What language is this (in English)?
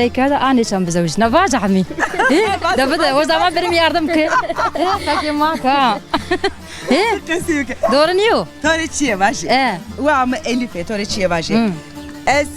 Zaza